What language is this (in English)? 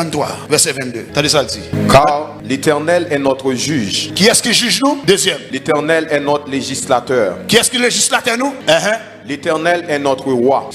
Haitian Creole